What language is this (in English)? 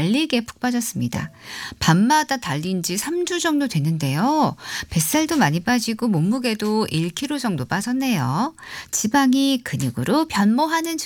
Korean